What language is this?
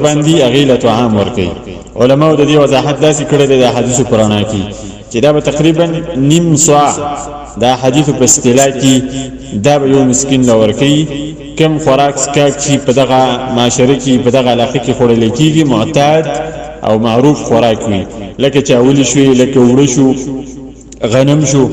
Pashto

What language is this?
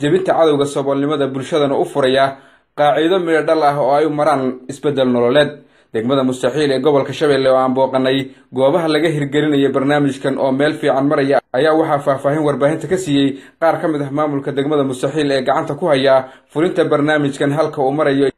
Somali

